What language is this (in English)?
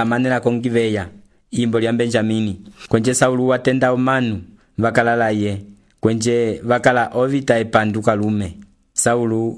Umbundu